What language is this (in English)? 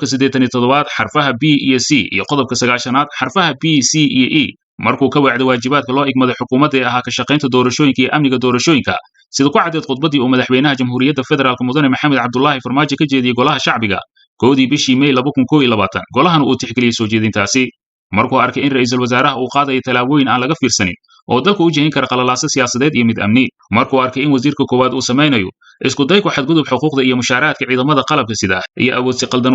Somali